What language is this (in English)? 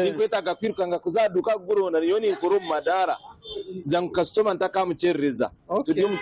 Nyankole